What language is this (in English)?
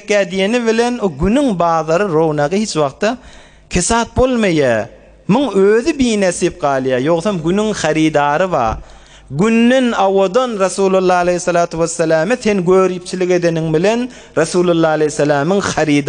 Turkmen